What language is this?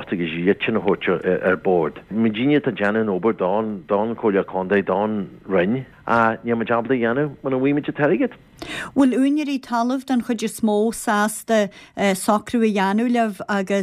Irish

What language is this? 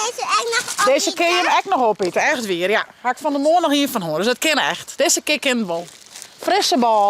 Western Frisian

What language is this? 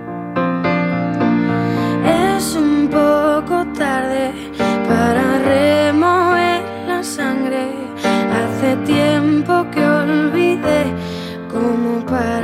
Spanish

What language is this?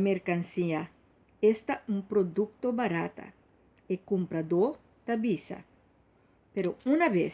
Papiamento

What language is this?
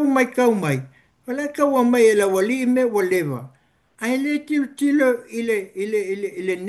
Samoan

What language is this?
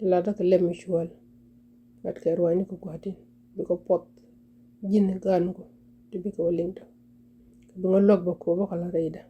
Nuer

